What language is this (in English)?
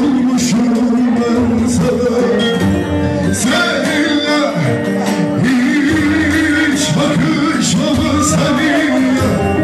Turkish